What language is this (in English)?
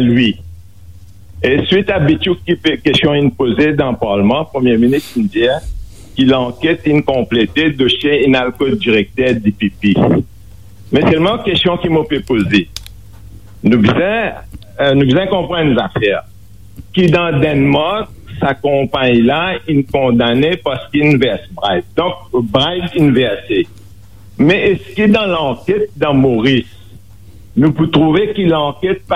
Morisyen